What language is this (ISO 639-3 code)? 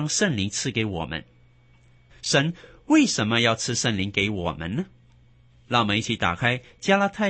zho